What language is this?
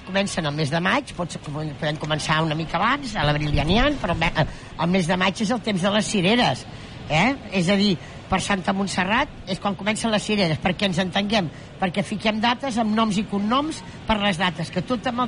Catalan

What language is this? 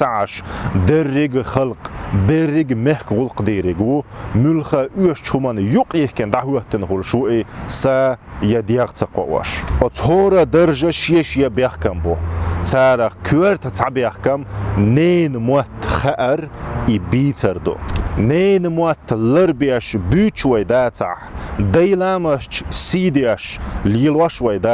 Chechen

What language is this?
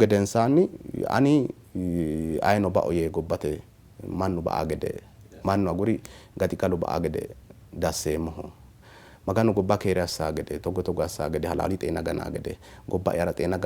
Sidamo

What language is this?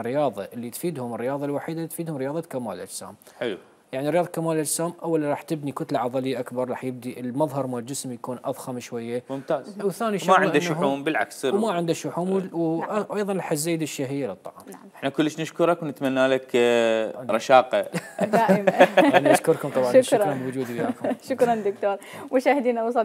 Mesopotamian Arabic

